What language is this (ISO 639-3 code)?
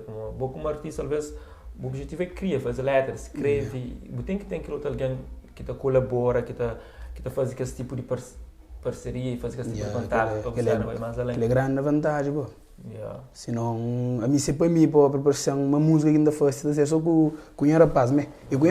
kea